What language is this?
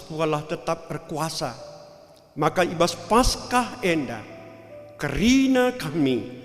Batak Karo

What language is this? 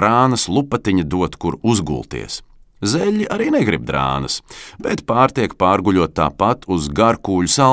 Latvian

